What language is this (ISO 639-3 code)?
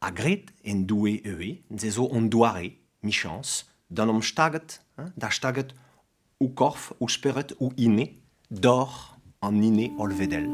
bre